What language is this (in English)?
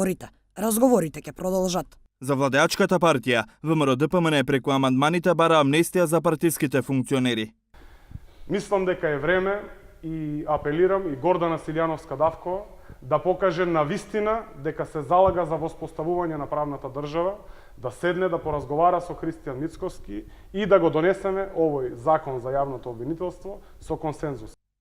Macedonian